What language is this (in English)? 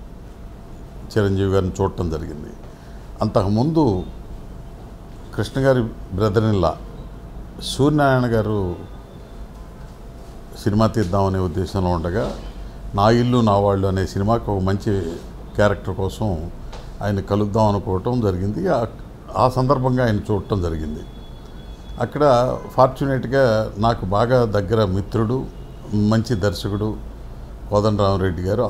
Telugu